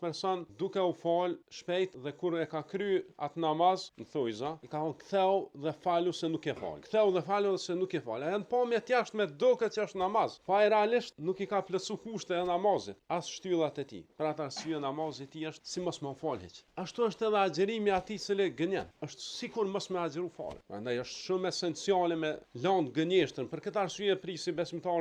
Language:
Albanian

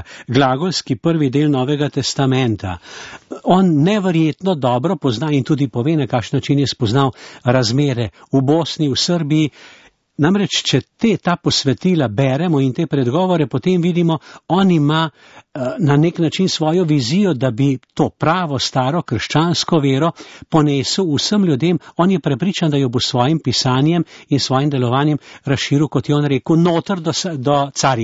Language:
Slovenian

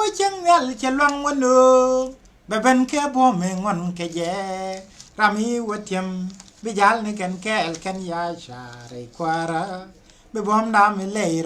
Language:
Nuer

